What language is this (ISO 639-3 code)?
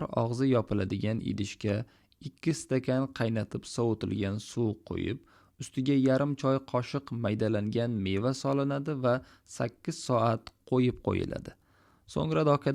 uzb